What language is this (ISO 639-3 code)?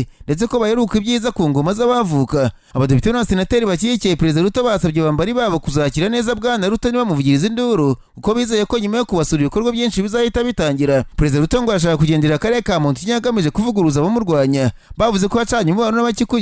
kin